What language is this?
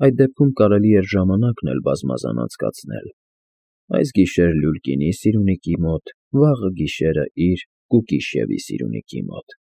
Armenian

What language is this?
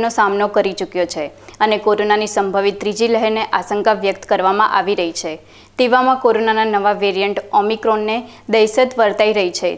Gujarati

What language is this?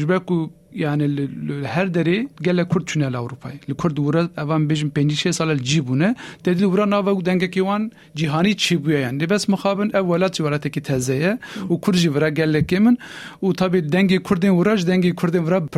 Kurdish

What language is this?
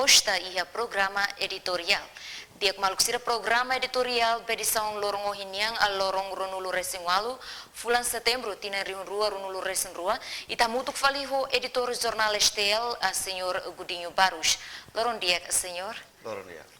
Tetum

